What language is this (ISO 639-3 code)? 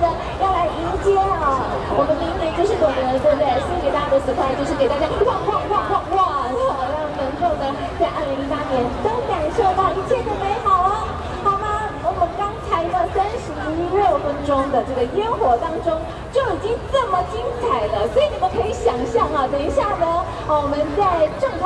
zho